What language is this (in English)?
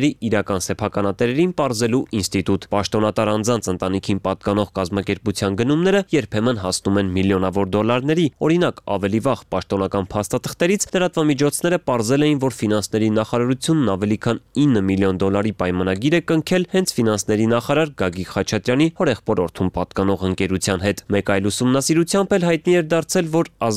Armenian